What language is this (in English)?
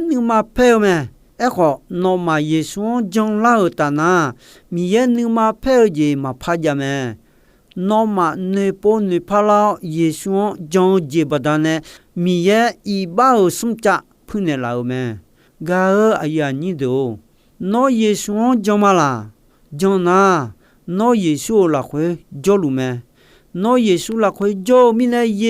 Akha